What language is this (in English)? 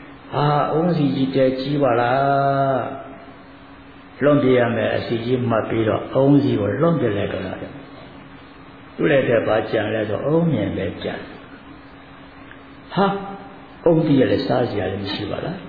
Burmese